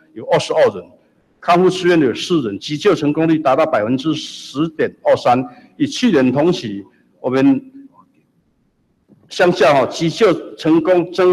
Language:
Chinese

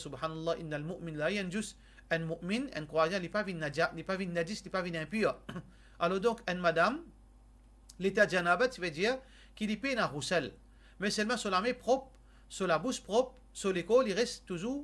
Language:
Morisyen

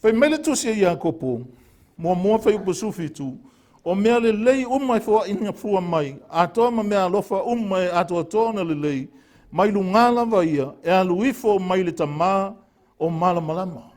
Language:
Samoan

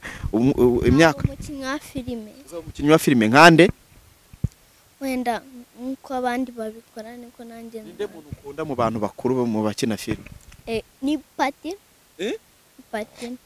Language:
Kinyarwanda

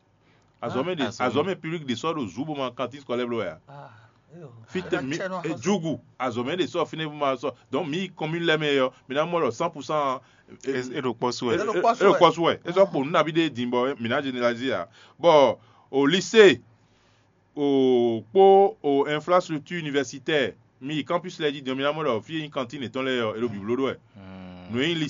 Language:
Fon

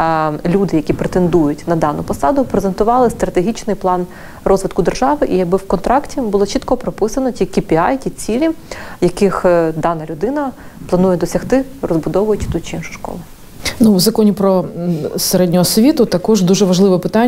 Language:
Ukrainian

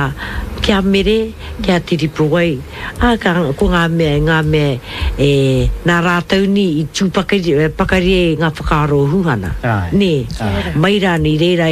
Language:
Māori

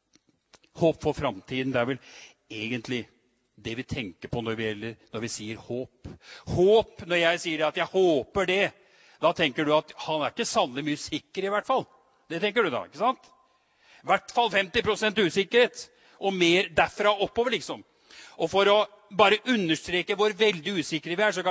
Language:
Norwegian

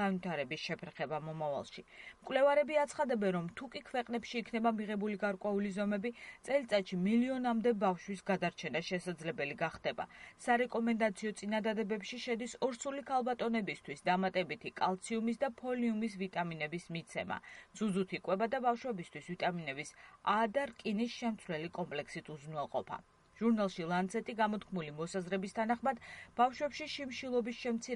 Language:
Georgian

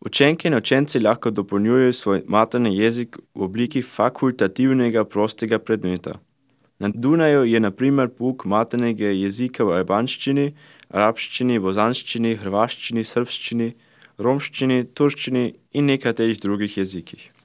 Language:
Slovenian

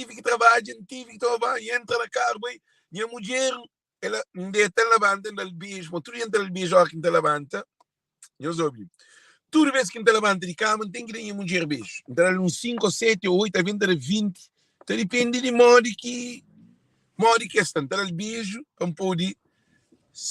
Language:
Kabuverdianu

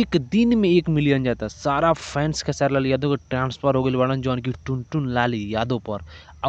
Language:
Bhojpuri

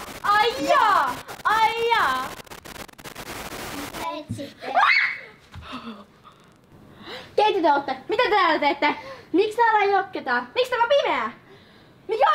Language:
Finnish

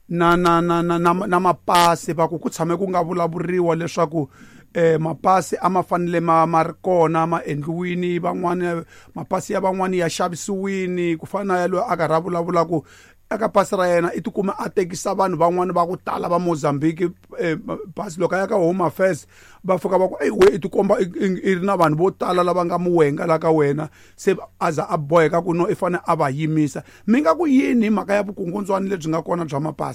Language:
Tsonga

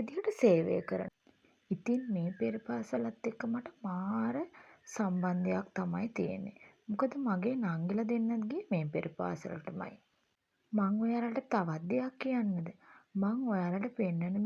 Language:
Sinhala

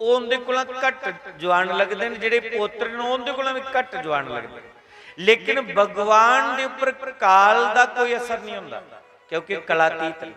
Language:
Dogri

